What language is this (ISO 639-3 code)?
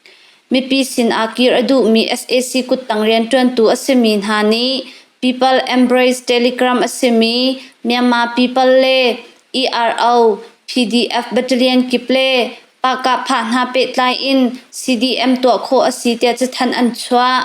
cnh